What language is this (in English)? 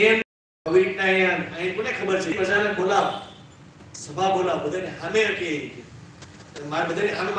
Gujarati